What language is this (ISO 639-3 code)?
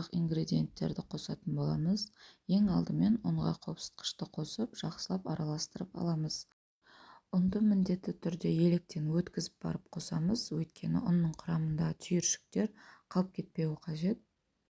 kaz